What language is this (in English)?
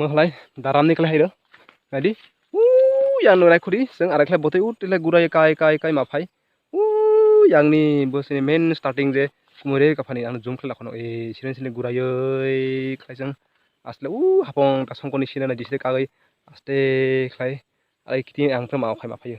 Kok Borok